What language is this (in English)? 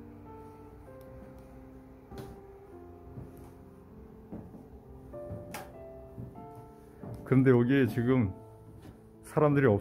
Korean